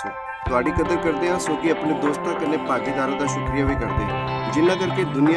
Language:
Dogri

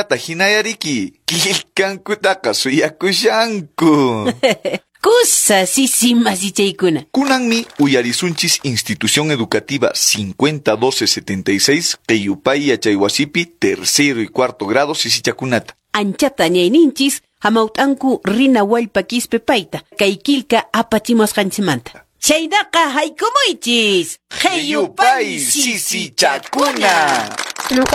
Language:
Quechua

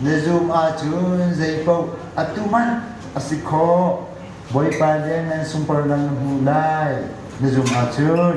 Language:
Hakha Chin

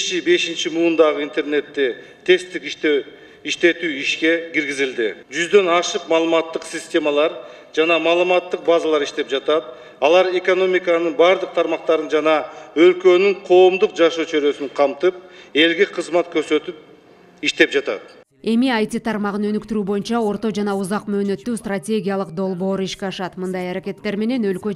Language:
Kyrgyz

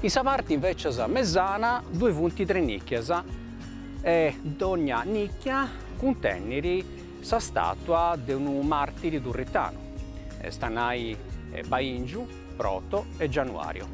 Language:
Sardinian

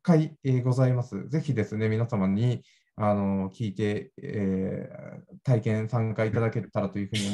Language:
Japanese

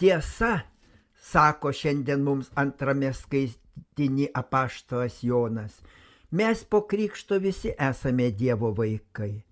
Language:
Lithuanian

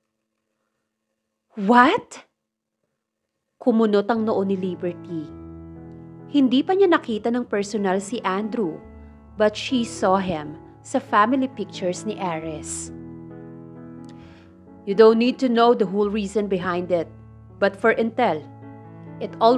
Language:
Filipino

